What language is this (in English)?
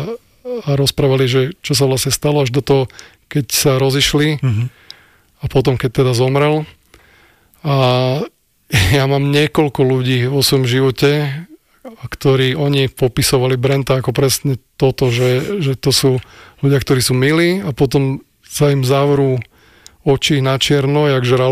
Slovak